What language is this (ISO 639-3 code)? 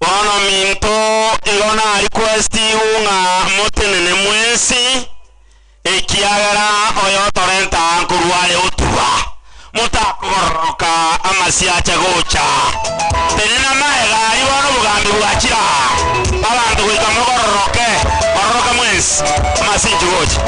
guz